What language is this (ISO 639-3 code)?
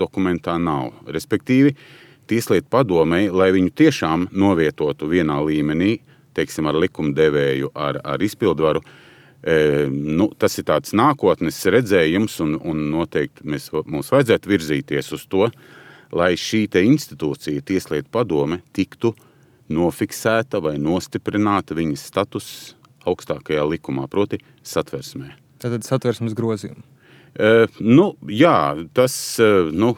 lav